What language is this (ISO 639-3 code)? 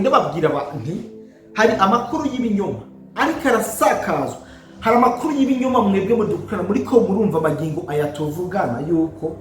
run